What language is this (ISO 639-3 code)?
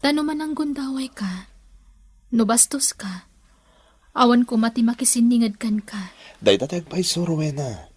ilo